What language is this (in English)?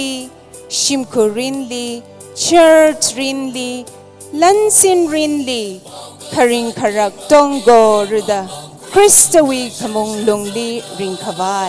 Tangkhul Naga (India)